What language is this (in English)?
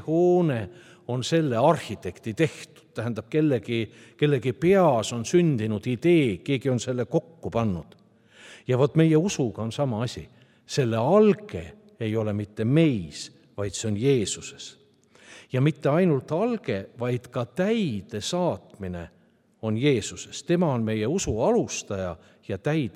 Estonian